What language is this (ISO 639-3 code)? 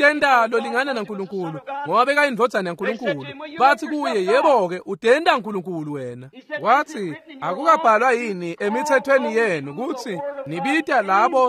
ssw